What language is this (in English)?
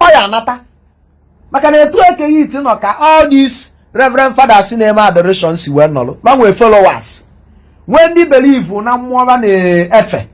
Igbo